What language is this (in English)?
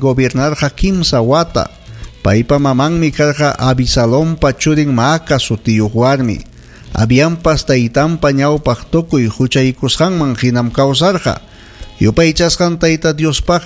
Ayacucho Quechua